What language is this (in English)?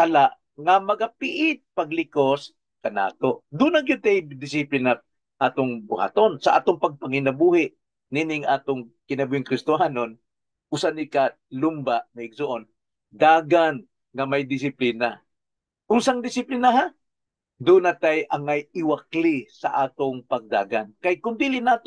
Cebuano